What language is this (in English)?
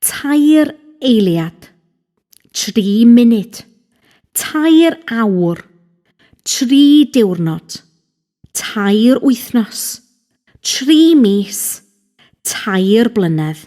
Welsh